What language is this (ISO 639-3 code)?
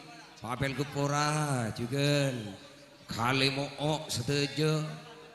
mad